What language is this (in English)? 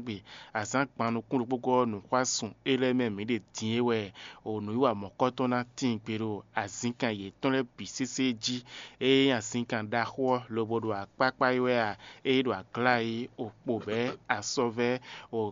Fon